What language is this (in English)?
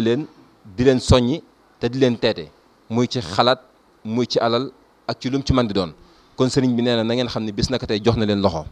Wolof